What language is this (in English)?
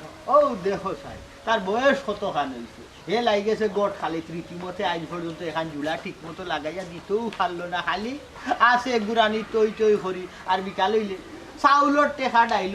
Sylheti